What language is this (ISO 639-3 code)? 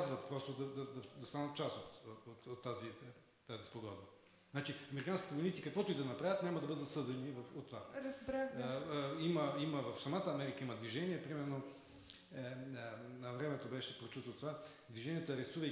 bul